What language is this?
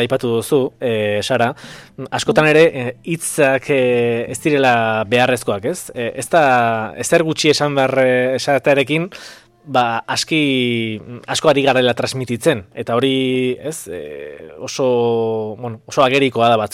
Basque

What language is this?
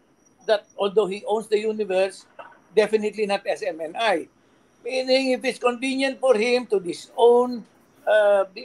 Filipino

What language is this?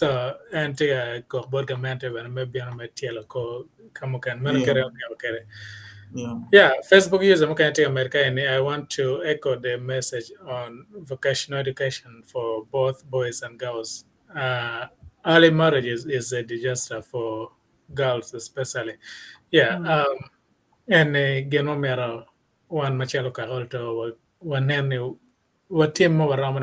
Acoli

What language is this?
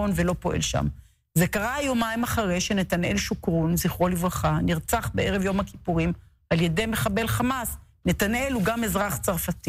Hebrew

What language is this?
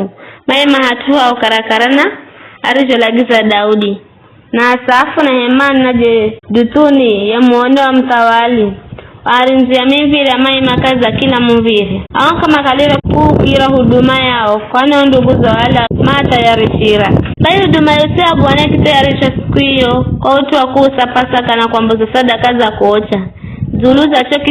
Giryama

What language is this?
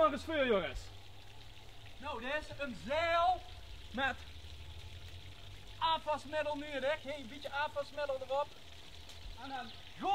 Dutch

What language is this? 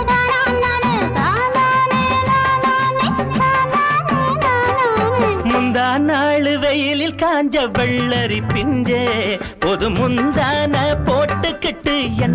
Tamil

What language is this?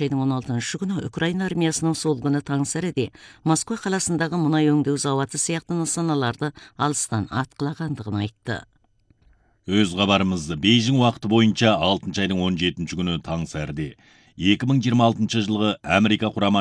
Kazakh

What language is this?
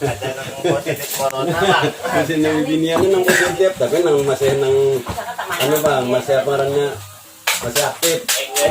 Banjar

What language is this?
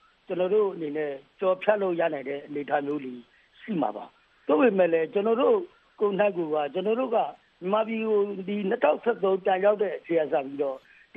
Burmese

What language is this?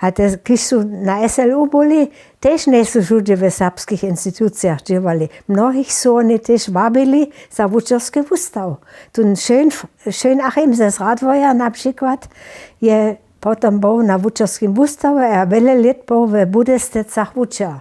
Upper Sorbian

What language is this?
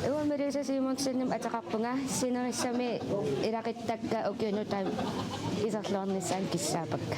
Kalaallisut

